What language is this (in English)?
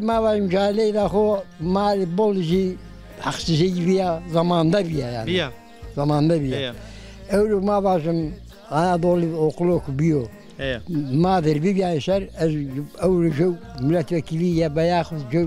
Zaza